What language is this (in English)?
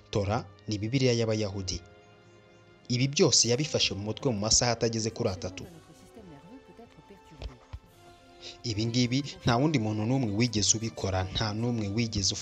Kinyarwanda